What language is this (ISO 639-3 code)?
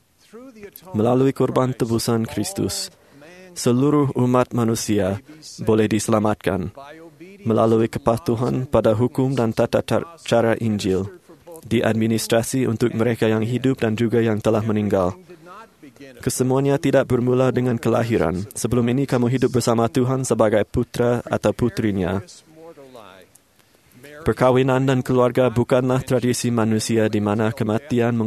msa